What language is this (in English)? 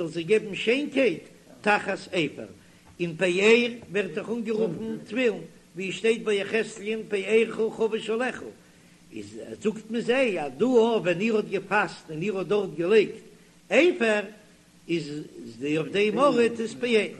Yiddish